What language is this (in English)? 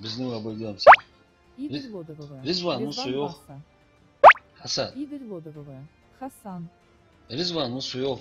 Ingush